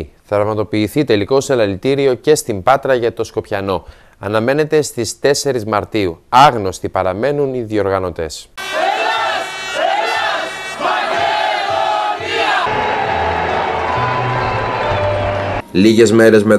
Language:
Greek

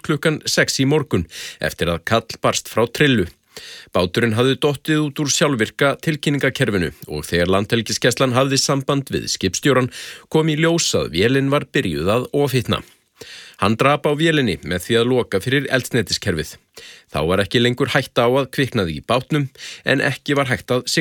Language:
Icelandic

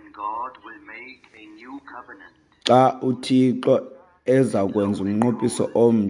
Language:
Xhosa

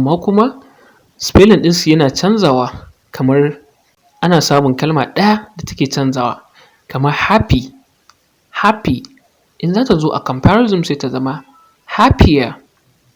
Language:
Hausa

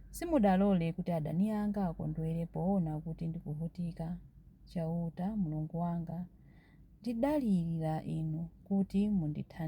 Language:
Nyanja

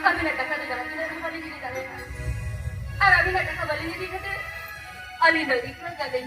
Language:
Santali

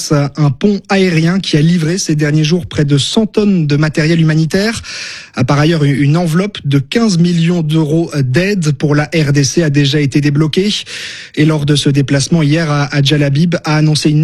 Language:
French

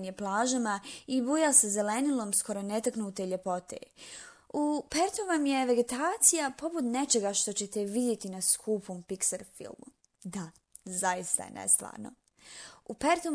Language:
Bosnian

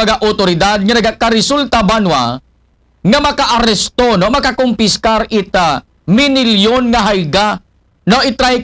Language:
Aklanon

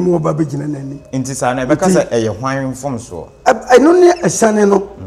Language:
Akan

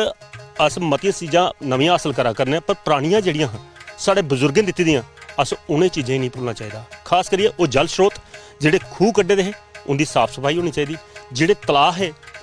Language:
Dogri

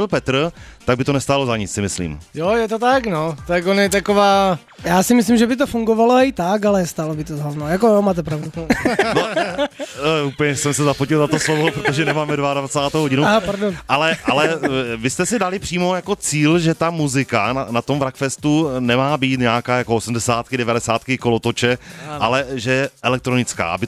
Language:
Czech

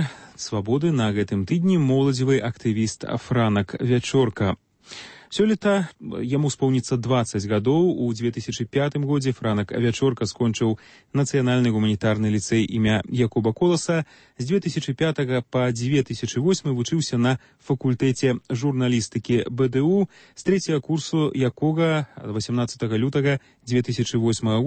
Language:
Belarusian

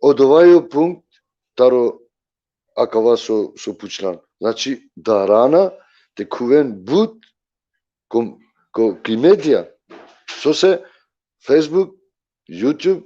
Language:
Balkan Romani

